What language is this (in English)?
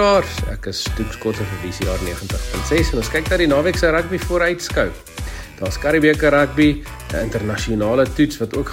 Afrikaans